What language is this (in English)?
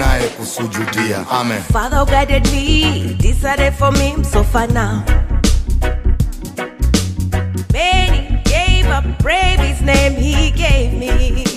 Swahili